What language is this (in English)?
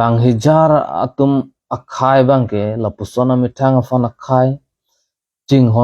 Karbi